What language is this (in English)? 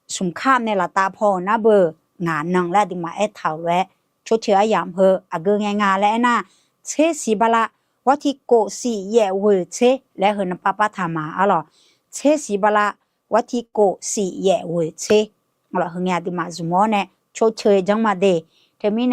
Akha